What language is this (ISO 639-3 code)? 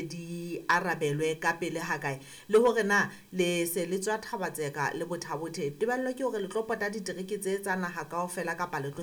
sot